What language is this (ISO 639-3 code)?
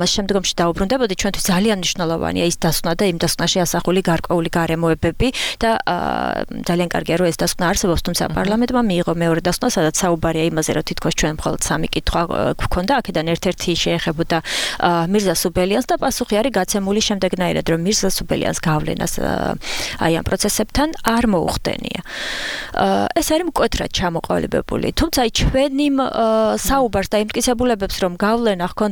kat